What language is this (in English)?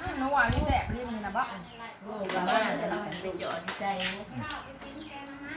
Northeastern Thai